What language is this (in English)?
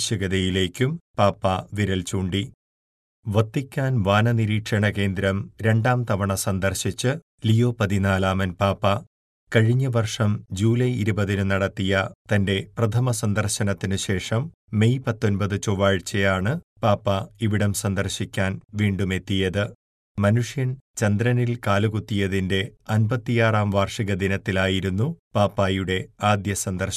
Malayalam